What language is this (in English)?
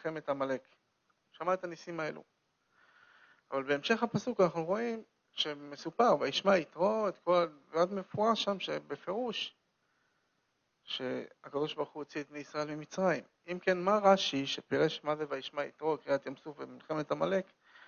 Hebrew